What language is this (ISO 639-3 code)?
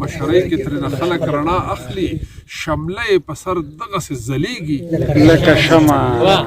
pus